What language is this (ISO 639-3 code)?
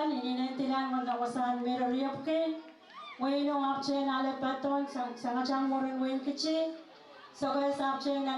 pon